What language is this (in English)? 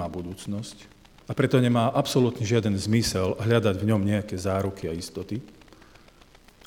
Slovak